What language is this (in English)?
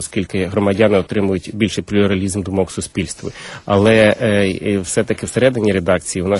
Ukrainian